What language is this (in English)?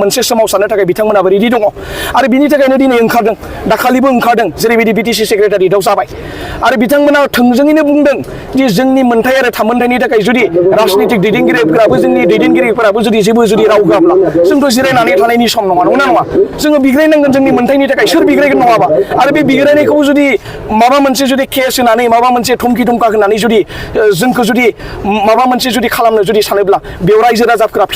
Bodo